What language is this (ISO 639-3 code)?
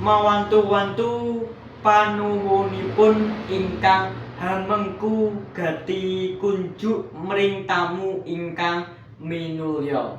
jav